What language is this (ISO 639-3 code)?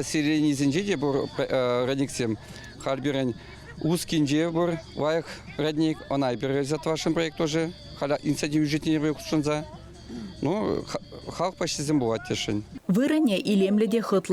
chv